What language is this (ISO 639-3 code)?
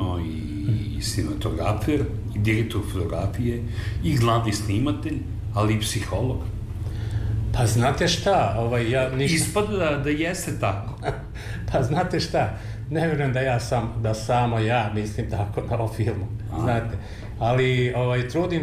srp